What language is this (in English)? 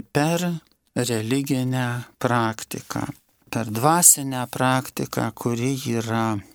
Lithuanian